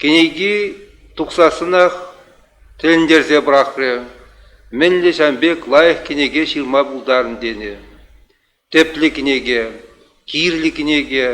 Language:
Chuvash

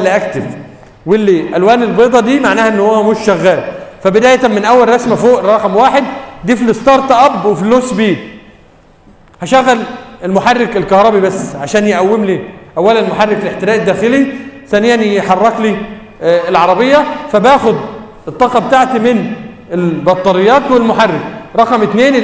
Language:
Egyptian Arabic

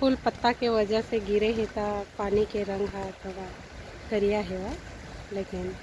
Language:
Chhattisgarhi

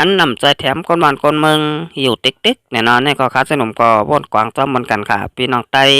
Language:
Shan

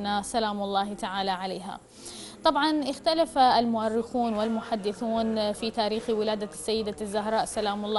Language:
Arabic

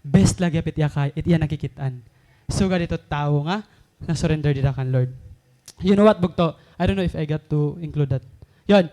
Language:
Waray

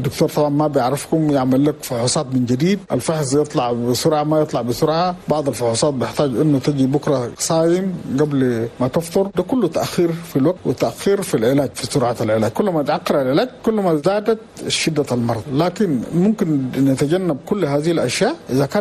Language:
Chadian Arabic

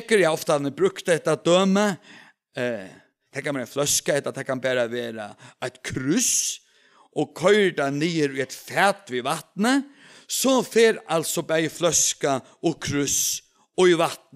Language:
Faroese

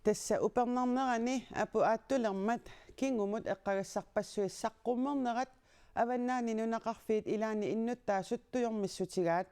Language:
Kalaallisut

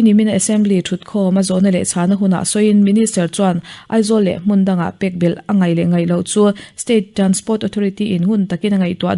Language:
Mizo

